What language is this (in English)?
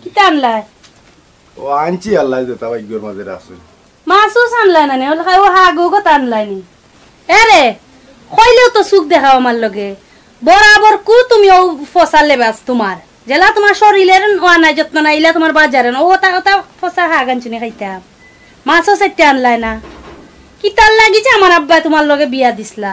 Sylheti